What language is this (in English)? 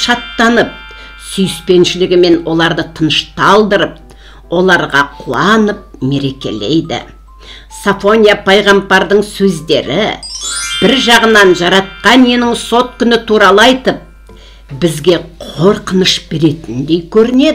Kazakh